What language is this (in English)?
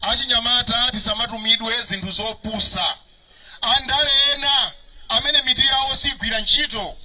Nyanja